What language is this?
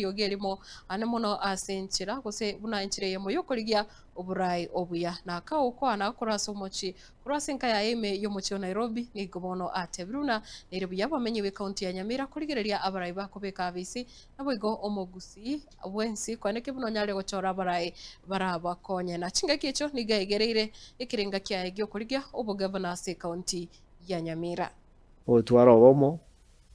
Gusii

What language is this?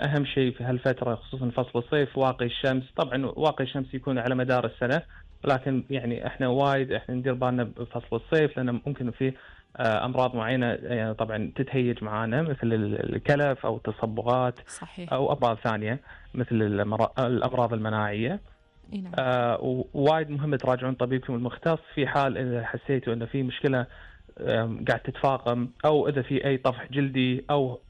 Gulf Arabic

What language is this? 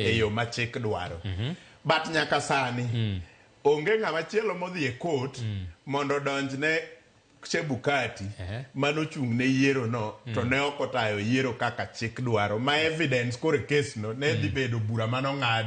Luo (Kenya and Tanzania)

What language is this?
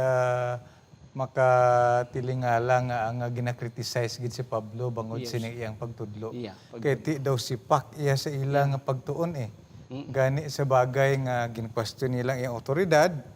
Hiligaynon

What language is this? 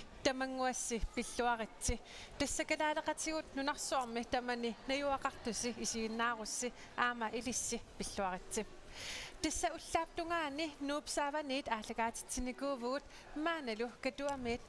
Kalaallisut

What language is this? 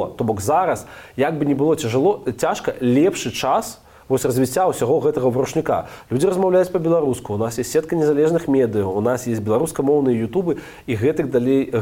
Belarusian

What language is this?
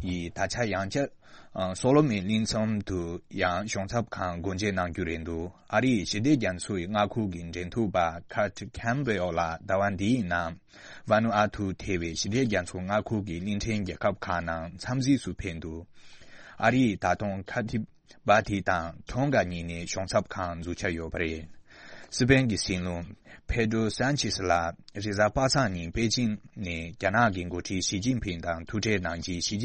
Tibetan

